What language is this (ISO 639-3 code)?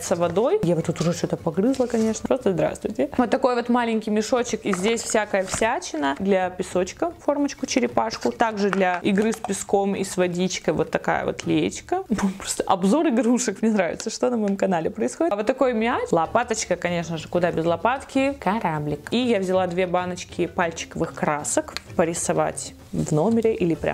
rus